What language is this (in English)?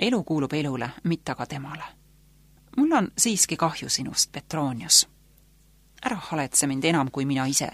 Estonian